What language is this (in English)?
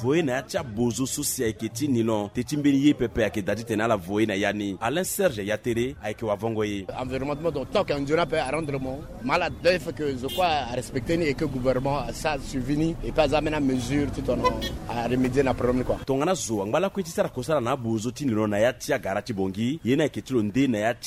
Sango